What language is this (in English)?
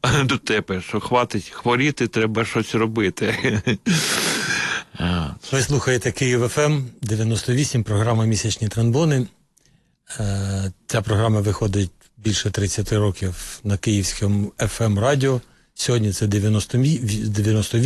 Ukrainian